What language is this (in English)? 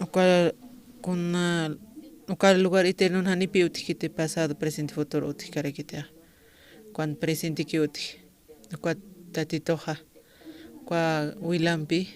Aymara